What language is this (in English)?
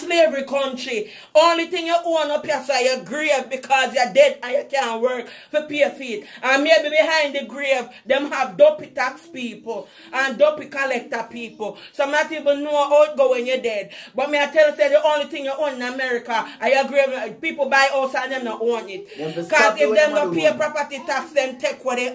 Jamaican Creole English